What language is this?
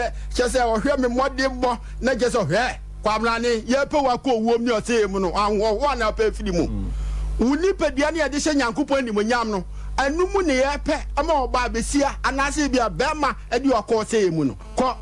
Akan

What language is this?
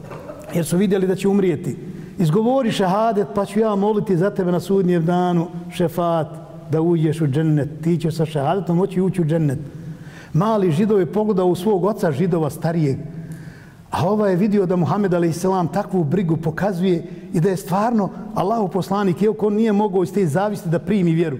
Bosnian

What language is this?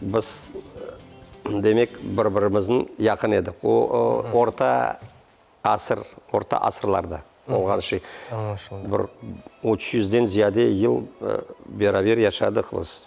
Crimean Tatar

